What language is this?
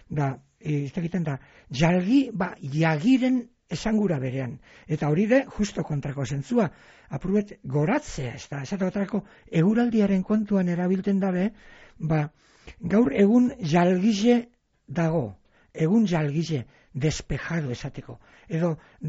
Basque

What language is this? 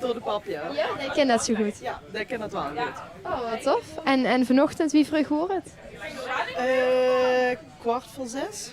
Limburgish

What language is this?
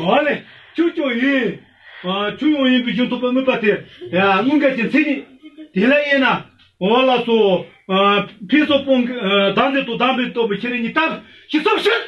Tibetan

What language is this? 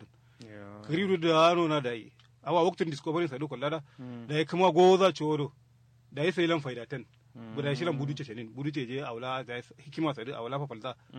Kanuri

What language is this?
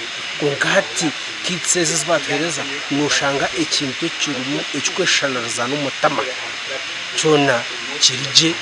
Nyankole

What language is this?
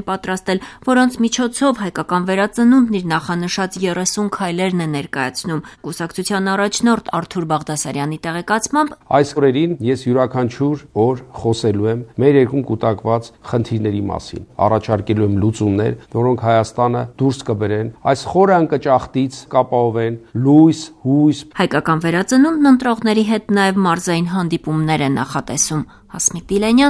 Armenian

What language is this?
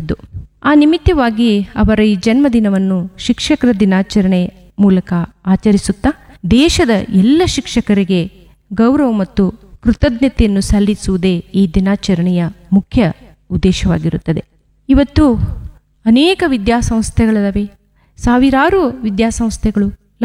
Kannada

